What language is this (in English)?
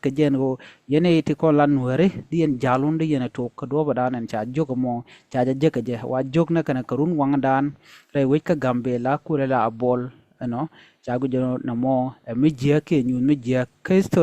Nuer